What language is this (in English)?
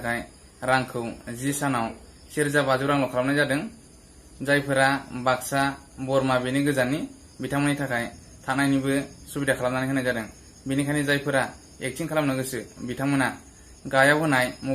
Bodo